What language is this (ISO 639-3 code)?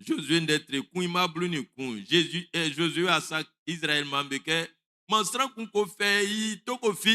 bci